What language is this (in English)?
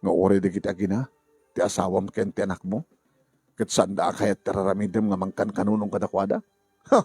Iloko